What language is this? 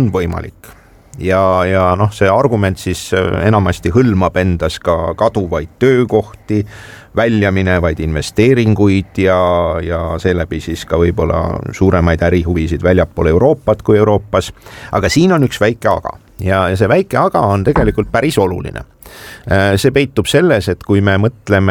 Estonian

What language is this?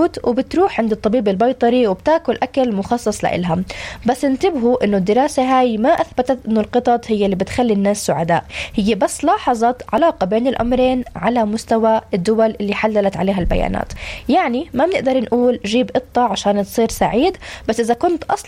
North Levantine Arabic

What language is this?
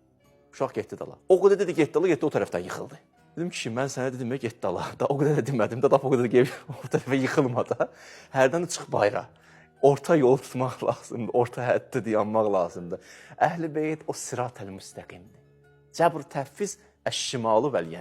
Azerbaijani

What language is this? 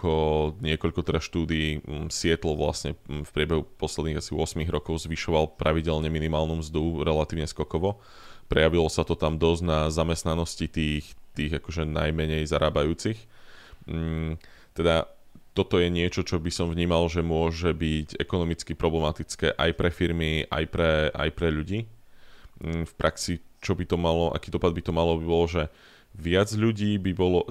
Slovak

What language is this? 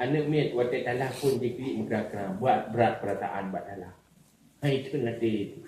Achinese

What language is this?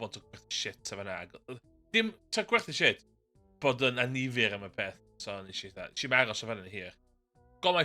Welsh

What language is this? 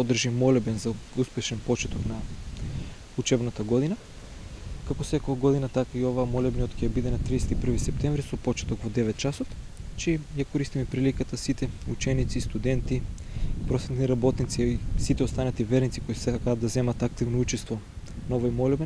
Macedonian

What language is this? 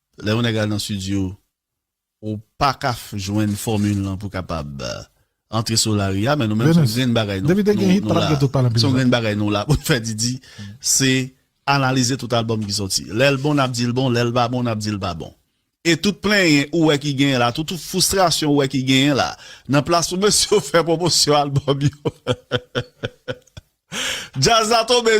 Haitian Creole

